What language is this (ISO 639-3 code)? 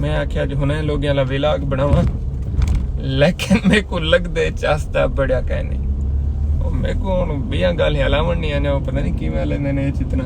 skr